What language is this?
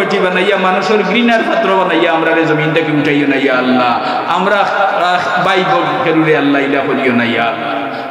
Sylheti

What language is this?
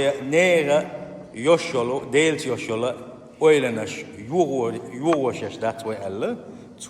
Chechen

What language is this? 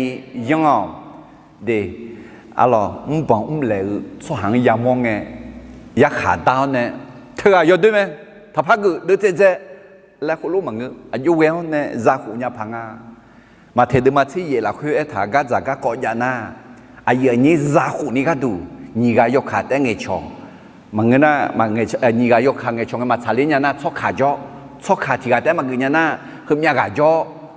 Akha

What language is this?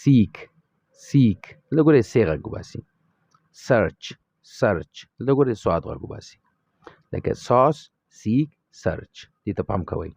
Pashto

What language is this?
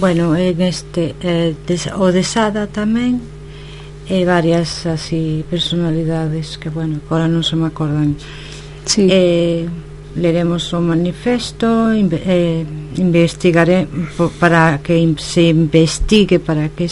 Galician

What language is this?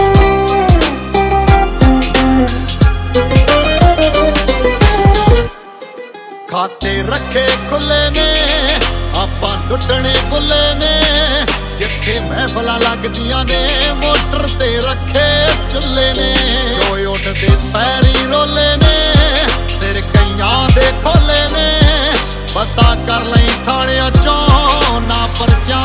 Punjabi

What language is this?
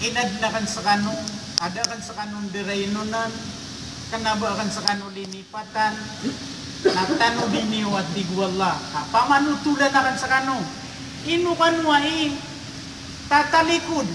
Maranao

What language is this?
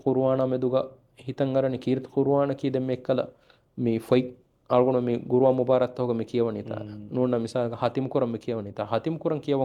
Divehi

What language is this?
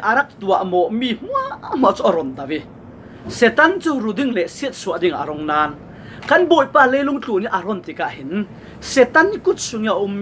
Falam Chin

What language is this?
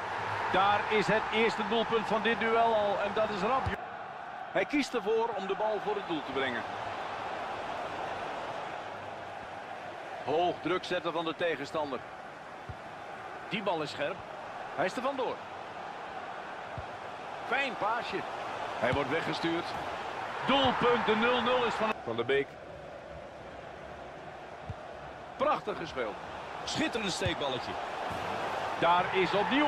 Dutch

